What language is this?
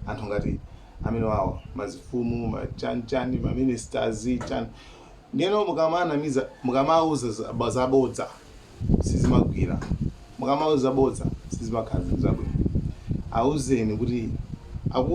Nyanja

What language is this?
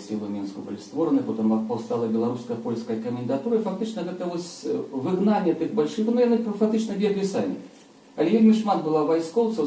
Belarusian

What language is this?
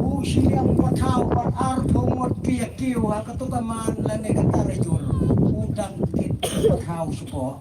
Khasi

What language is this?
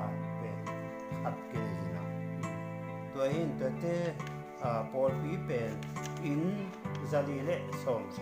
Tedim Chin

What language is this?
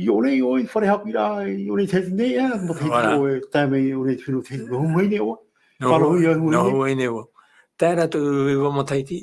Tahitian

